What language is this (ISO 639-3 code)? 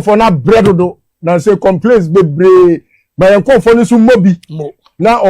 aka